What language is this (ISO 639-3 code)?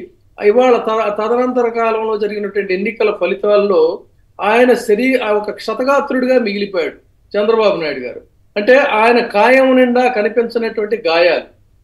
tel